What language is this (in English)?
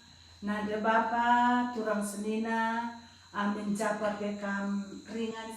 Batak Karo